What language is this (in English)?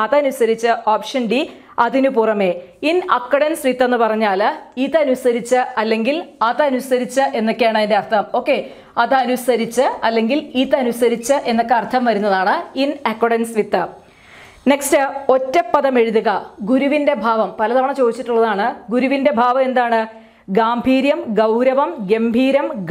Malayalam